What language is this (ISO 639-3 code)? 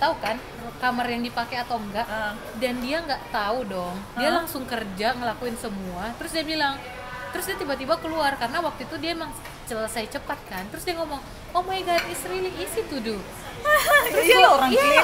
ind